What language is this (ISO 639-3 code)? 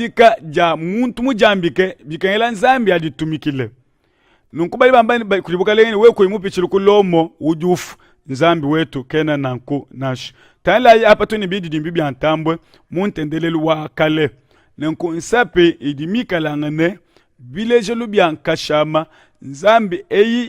lua